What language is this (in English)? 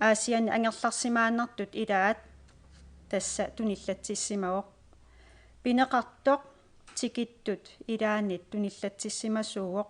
Kalaallisut